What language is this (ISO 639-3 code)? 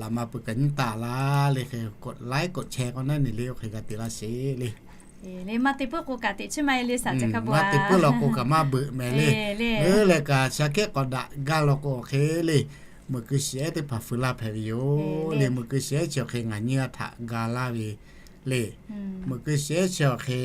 lhu